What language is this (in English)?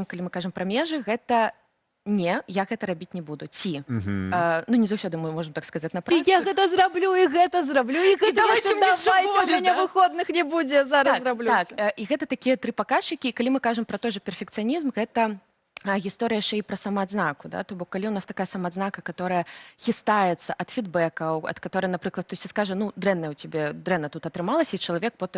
Belarusian